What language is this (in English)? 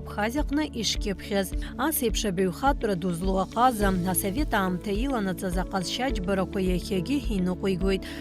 Abkhazian